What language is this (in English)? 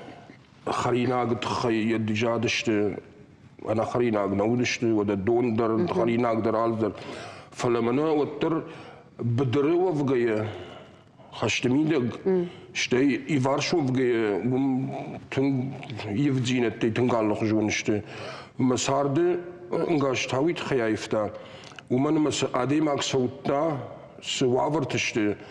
Ossetic